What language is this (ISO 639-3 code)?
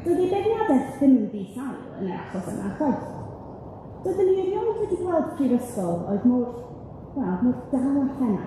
cym